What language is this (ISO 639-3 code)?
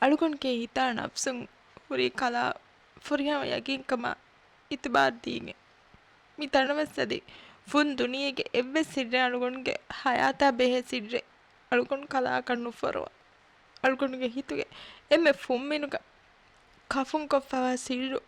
div